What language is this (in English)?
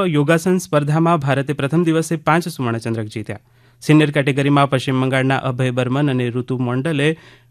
Gujarati